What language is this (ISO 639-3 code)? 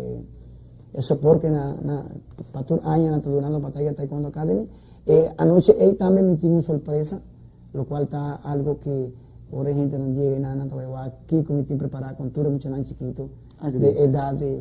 pap